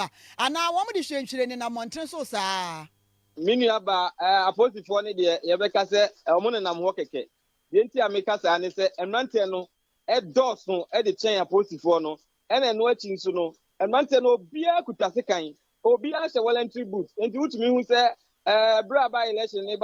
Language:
Akan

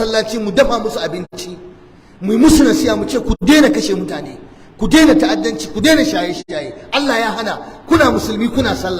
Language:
Hausa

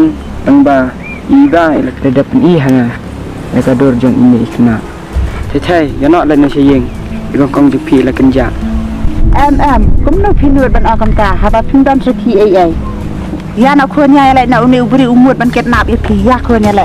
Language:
Khasi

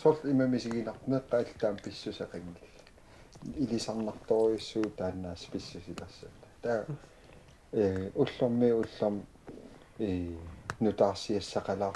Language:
Kalaallisut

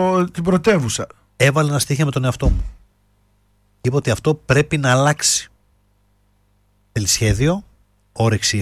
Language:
Greek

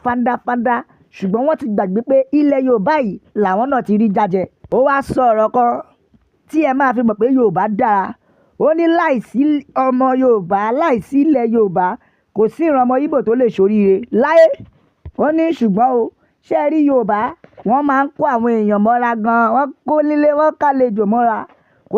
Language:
Yoruba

